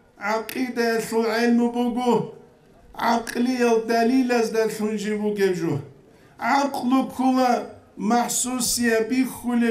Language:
Avaric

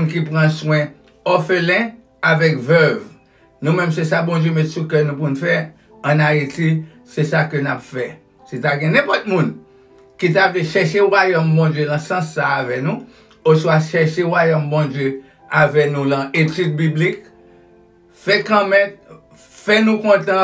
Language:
Haitian Creole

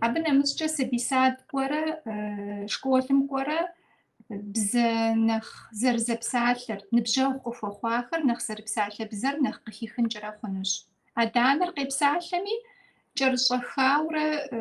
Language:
Kabardian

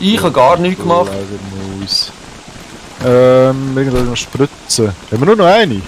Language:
Swiss German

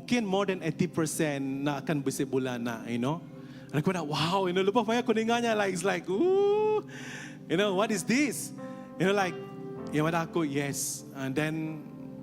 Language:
Iban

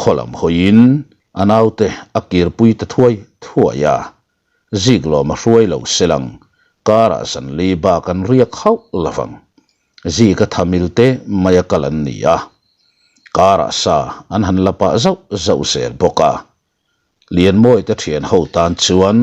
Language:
Mizo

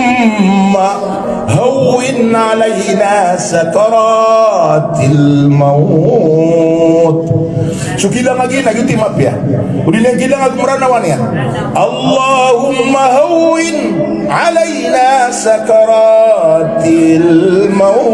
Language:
Maranao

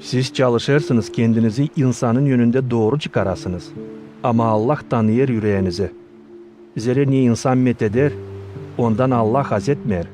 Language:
Gagauz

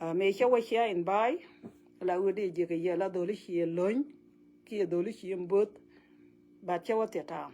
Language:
Nuer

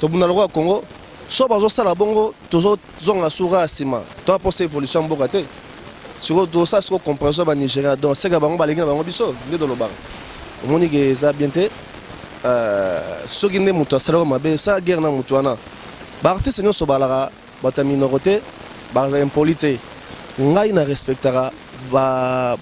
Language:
Lingala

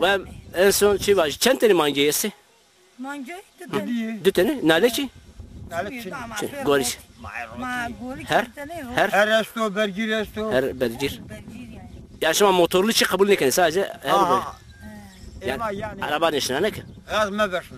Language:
Zaza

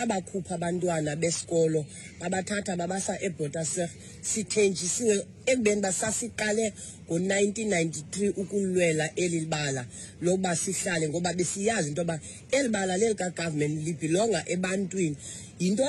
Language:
Xhosa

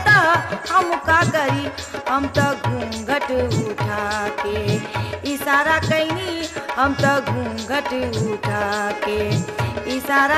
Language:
Bhojpuri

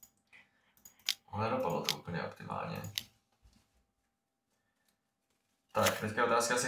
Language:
Czech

